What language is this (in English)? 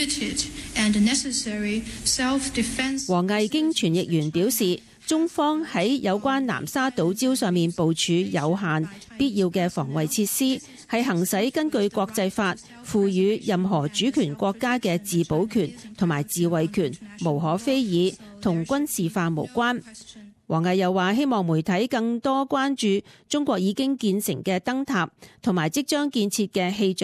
Cantonese